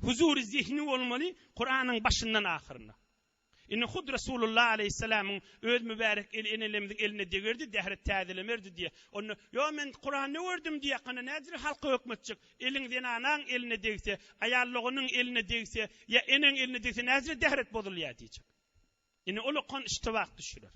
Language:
Turkmen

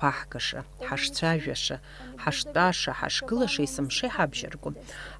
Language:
Abkhazian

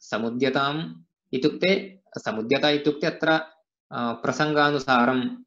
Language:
Sanskrit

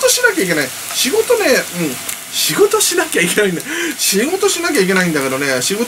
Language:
Japanese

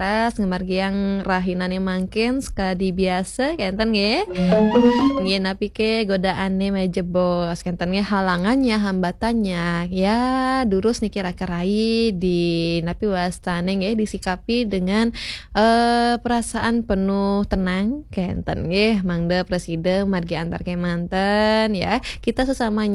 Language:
Balinese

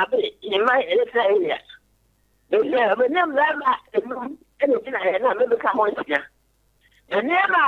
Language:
Akan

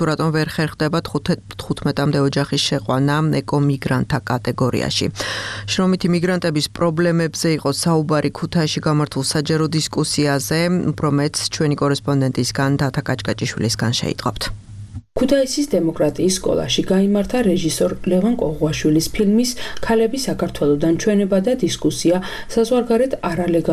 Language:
Georgian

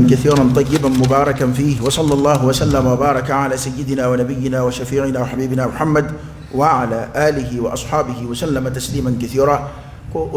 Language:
Dyula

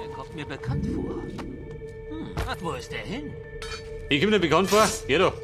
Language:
Bavarian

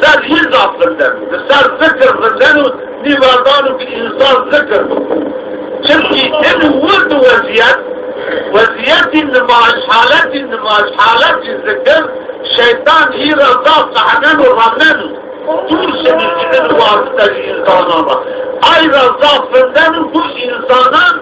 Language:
Zaza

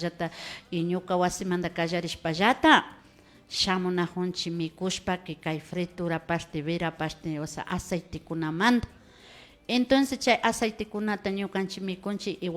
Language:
Imbabura Highland Quichua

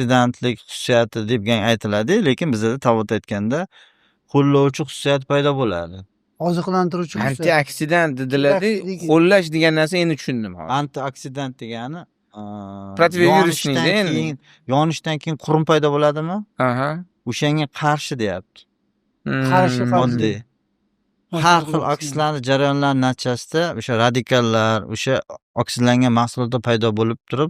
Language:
Uzbek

